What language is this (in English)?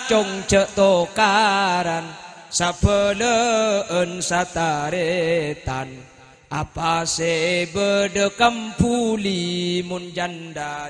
Madurese